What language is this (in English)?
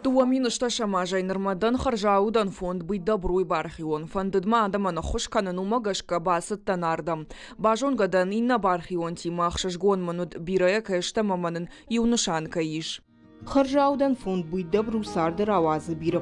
Ossetic